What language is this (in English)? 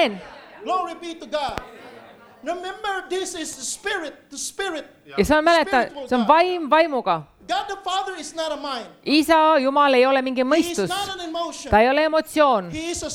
Estonian